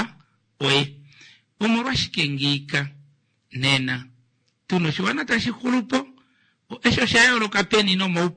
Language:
Kuanyama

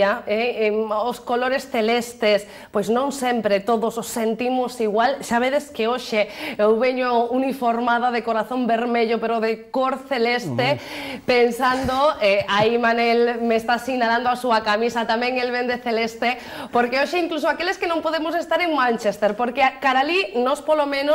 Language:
Galician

